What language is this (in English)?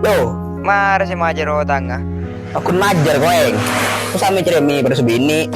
Madurese